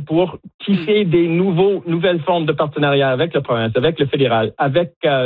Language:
French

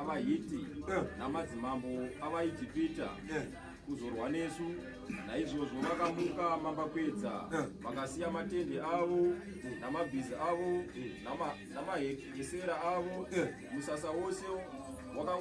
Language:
Shona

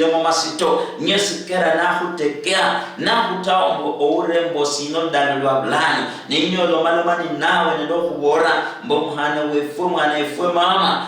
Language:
Luyia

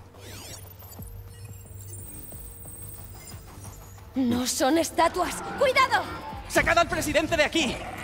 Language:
Spanish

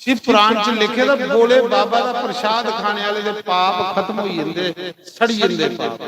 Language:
Dogri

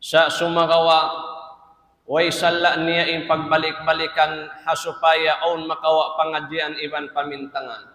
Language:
Tausug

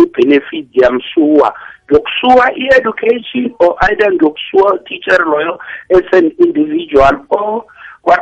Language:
South Ndebele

